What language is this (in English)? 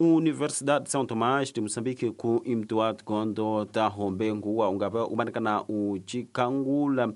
Tsonga